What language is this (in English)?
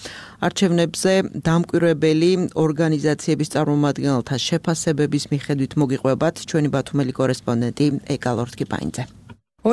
Georgian